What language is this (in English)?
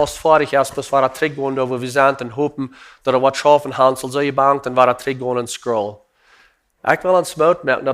Plautdietsch